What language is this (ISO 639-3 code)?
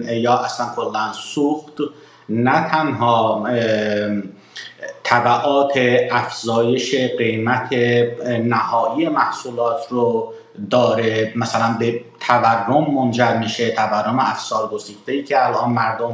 fas